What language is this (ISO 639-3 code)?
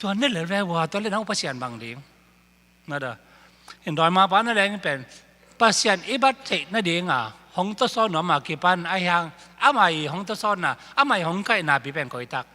ctd